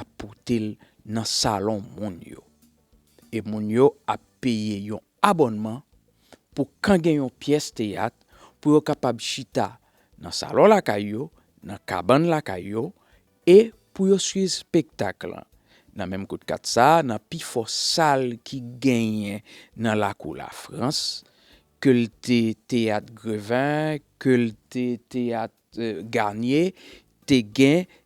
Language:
Haitian Creole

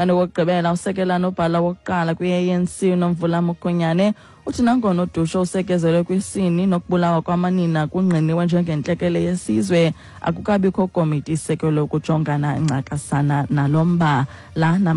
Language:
Xhosa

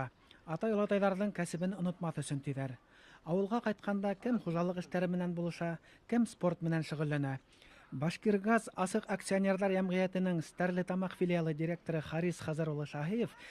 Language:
Bashkir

